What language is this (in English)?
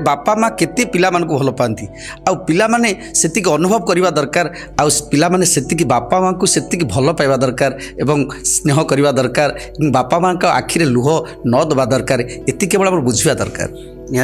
Odia